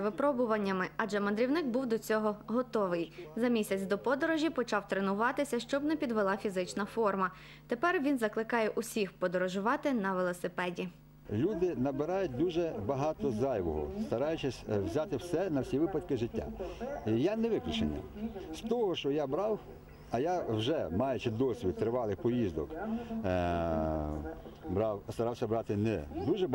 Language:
Ukrainian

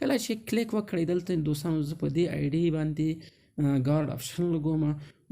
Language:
Pashto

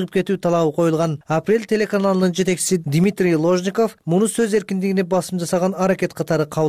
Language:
Kyrgyz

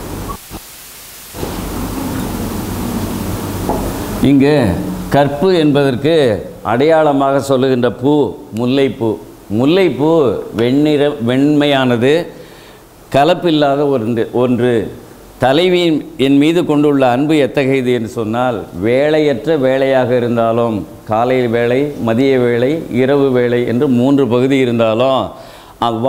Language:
Tamil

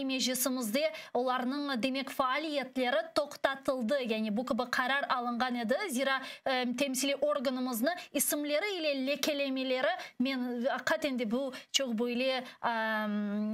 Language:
Crimean Tatar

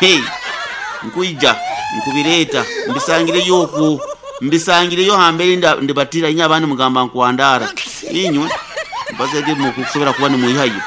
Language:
Nyoro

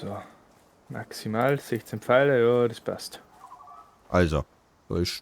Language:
Bavarian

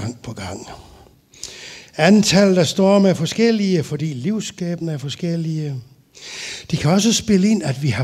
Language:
Danish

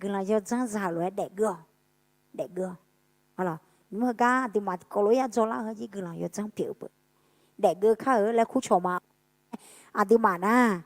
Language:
Akha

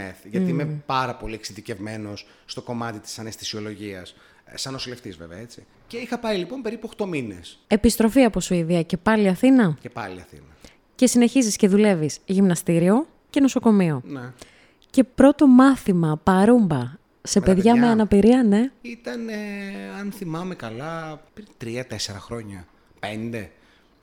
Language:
Greek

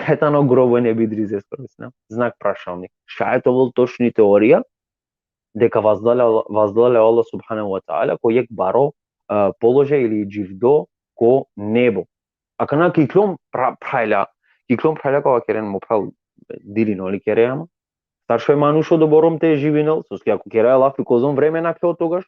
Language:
Balkan Romani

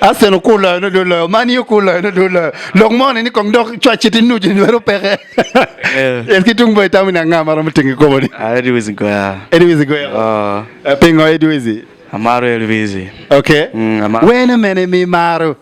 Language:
Acoli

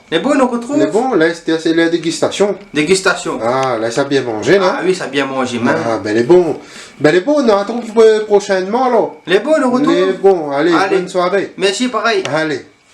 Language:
Réunion Creole French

